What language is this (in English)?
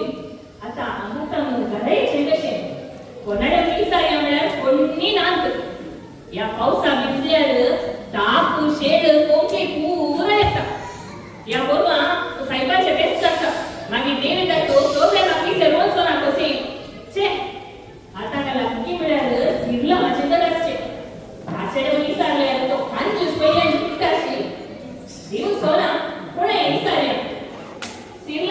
Konkani